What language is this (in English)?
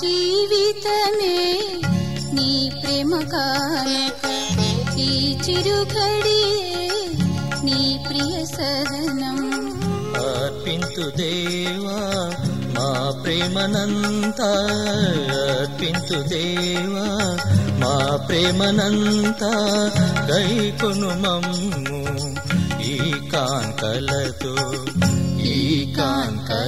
Telugu